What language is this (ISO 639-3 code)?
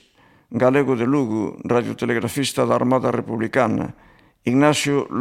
glg